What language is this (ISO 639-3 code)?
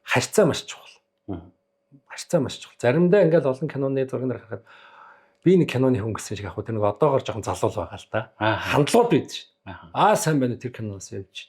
mon